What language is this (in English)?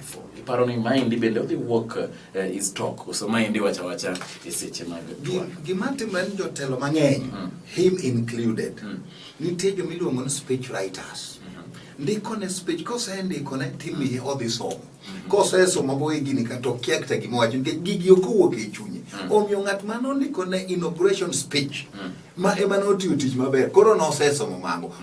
Luo (Kenya and Tanzania)